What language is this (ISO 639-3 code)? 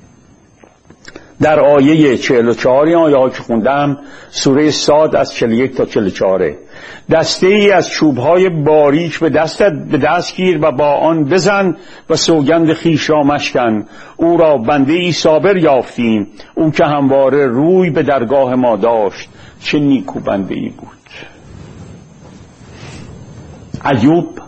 fas